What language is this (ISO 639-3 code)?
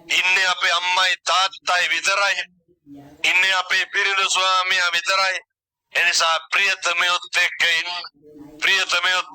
sin